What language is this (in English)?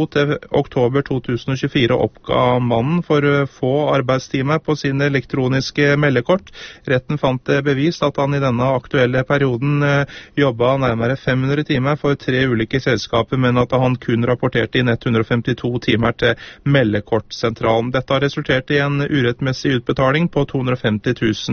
Norwegian